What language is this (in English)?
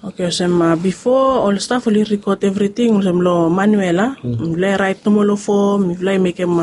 Bislama